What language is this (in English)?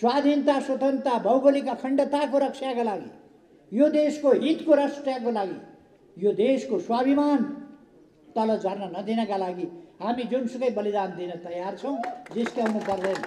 Nepali